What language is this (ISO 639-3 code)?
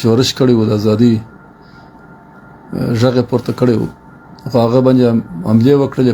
pus